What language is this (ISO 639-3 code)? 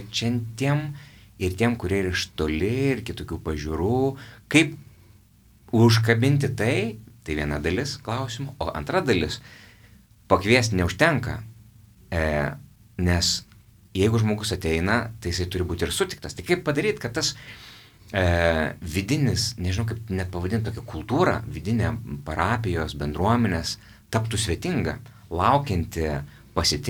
lit